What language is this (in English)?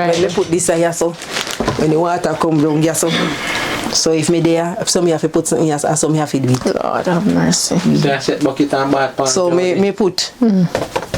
Jamaican Creole English